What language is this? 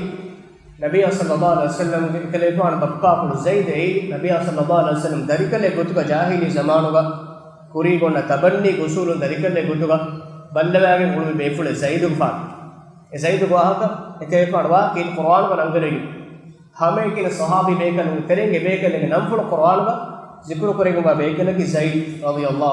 Divehi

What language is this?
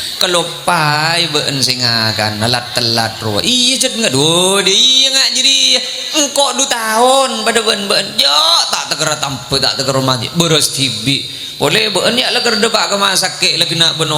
Madurese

